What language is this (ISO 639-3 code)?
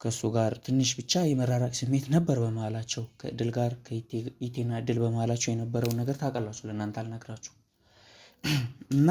amh